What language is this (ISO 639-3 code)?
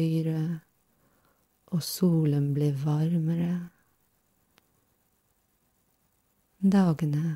nor